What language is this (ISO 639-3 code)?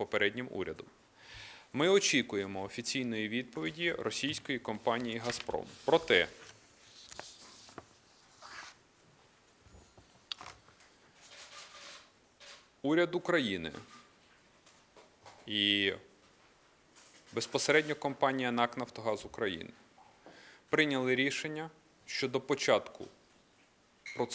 ukr